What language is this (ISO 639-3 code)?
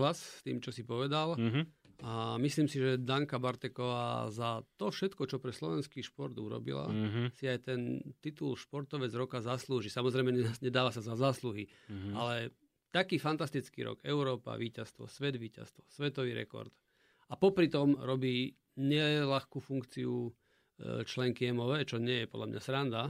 slk